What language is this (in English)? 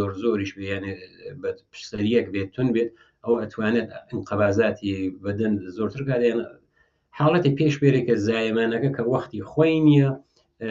Central Kurdish